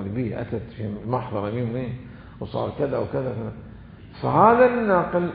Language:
Mesopotamian Arabic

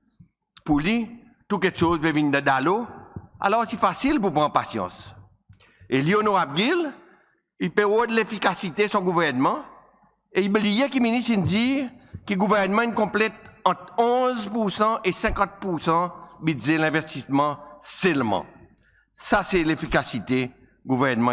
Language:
Seselwa Creole French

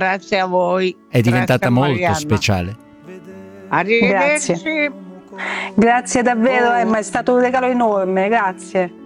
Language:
Italian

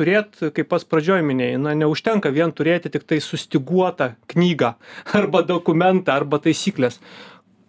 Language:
Lithuanian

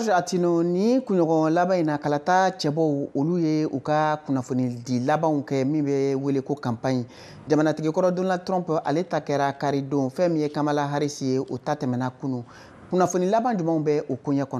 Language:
Bambara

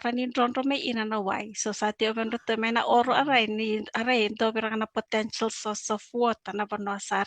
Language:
Fijian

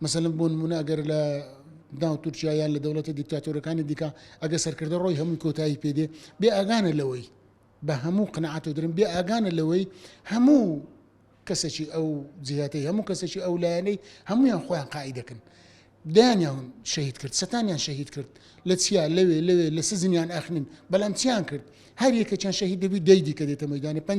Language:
Central Kurdish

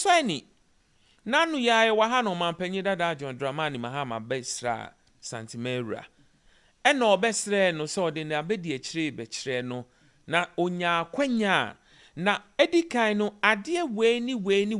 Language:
Akan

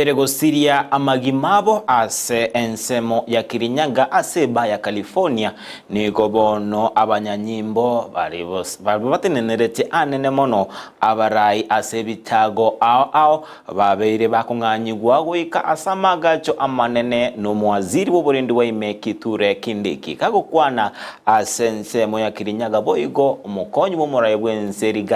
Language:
Gusii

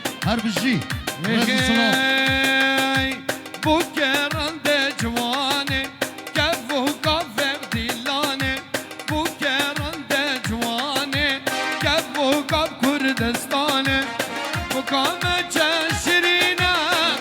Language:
Kurdish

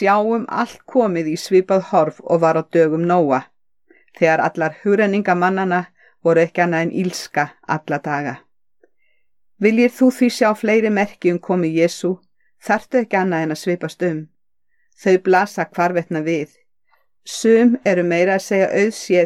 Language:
Icelandic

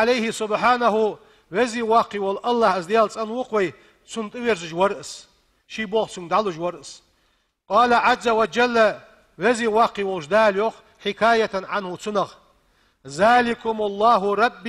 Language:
Ingush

